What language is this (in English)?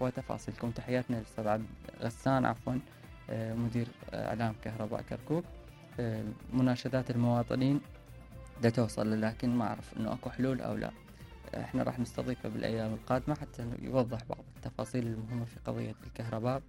Mesopotamian Arabic